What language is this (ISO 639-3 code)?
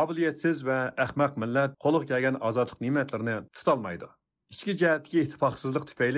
uig